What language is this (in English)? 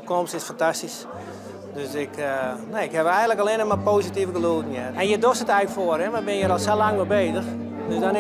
Western Frisian